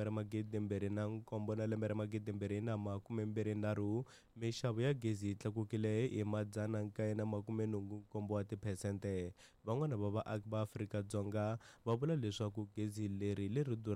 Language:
Tsonga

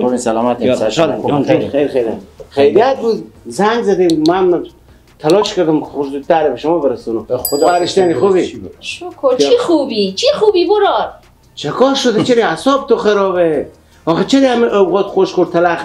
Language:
Persian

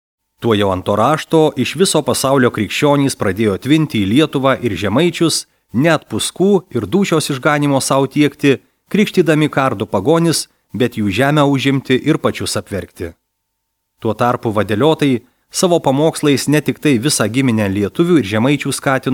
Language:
Lithuanian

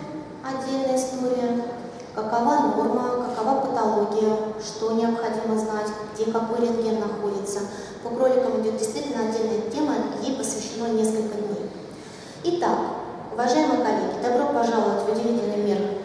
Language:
Russian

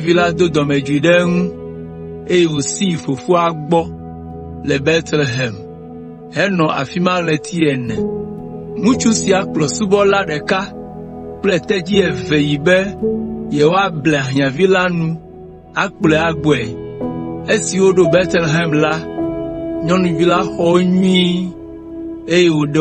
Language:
Ewe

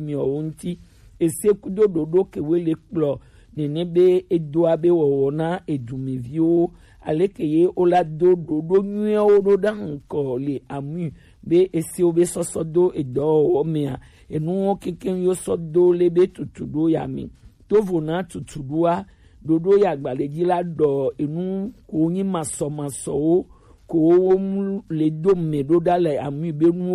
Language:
Gen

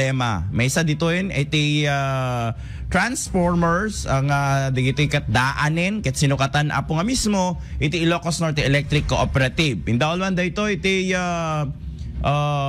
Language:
Iloko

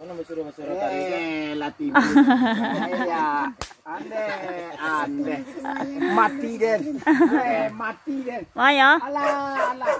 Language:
Minangkabau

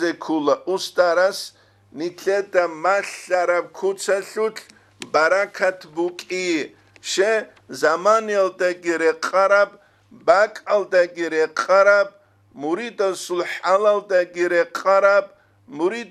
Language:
Avaric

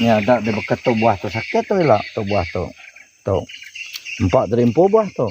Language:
Iban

